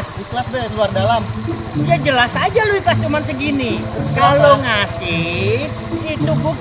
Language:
Betawi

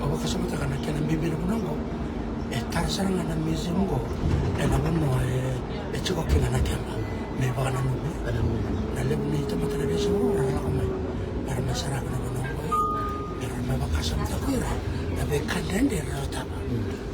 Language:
Fijian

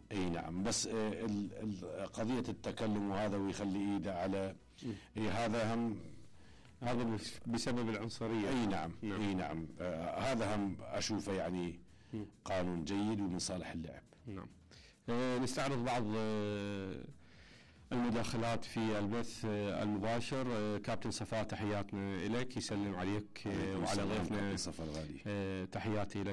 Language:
Mesopotamian Arabic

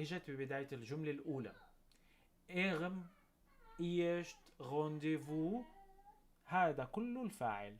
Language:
North Levantine Arabic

